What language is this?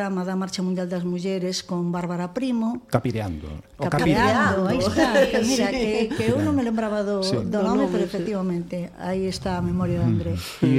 Galician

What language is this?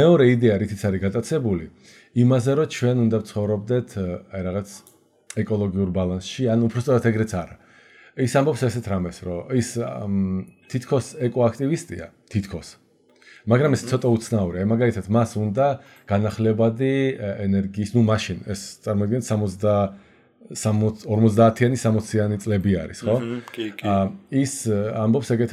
Georgian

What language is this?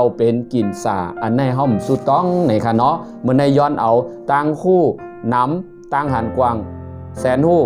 Shan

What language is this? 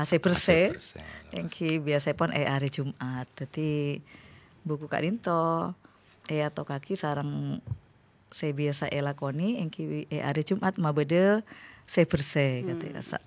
Madurese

